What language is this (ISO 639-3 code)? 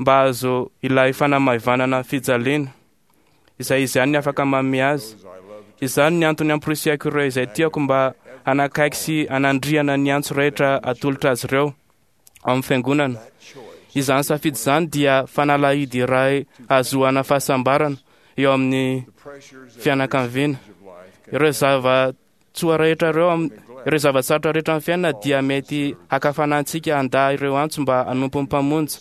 mlg